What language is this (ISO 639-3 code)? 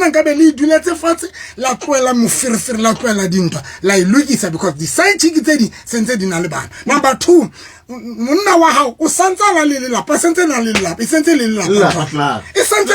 sot